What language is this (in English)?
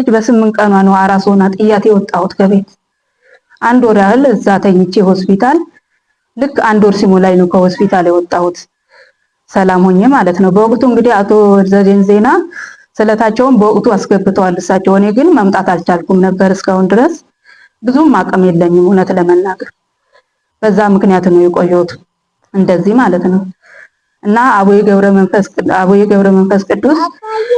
Amharic